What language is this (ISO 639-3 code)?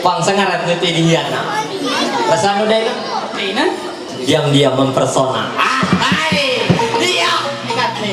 mhy